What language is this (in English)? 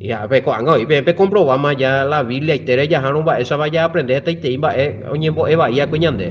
Guarani